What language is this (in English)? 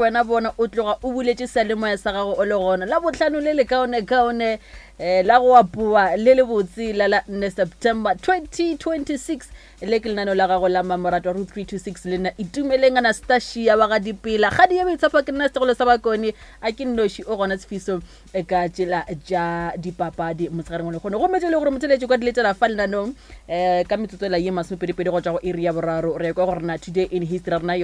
Northern Sotho